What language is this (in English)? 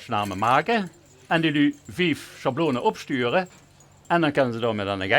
Limburgish